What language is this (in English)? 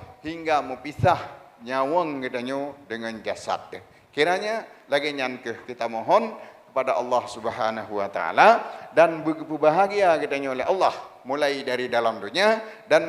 Achinese